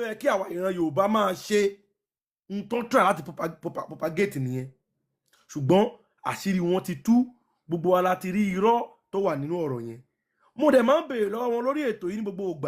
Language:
Yoruba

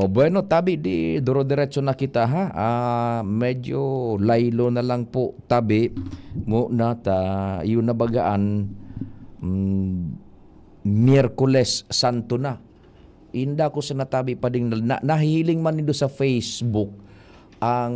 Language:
Bikol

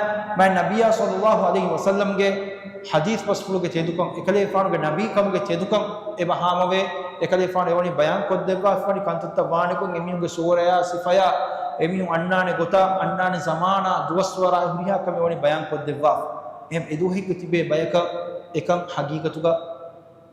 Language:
Divehi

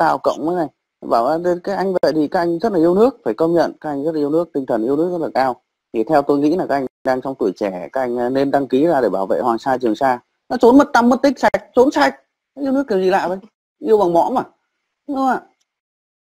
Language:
Vietnamese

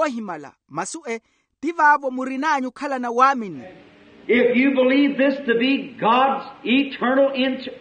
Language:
Makhuwa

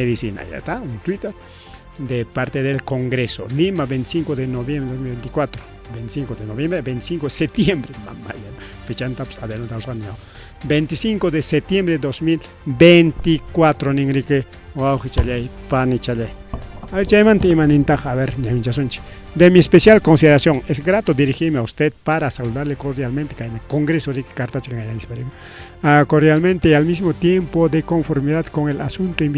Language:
Ayacucho Quechua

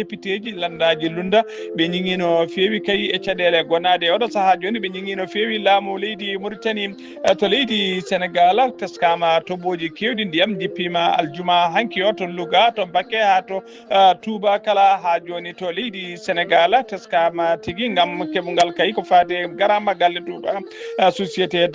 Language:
Fula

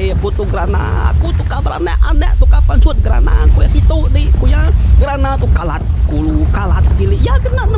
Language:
Iban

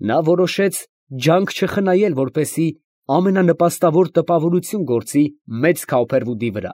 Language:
Armenian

